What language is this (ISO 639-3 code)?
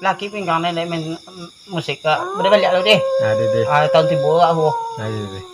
min